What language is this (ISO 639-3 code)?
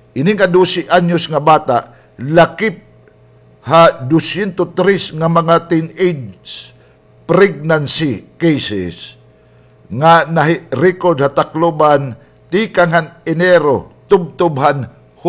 war